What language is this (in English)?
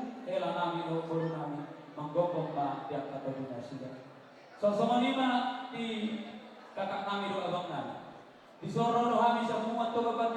Batak Toba